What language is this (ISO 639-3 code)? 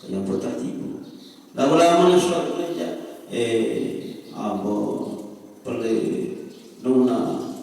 sas